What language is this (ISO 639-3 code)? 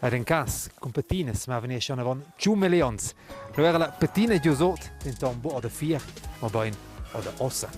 roh